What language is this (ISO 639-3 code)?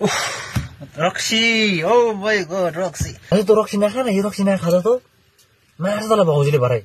nep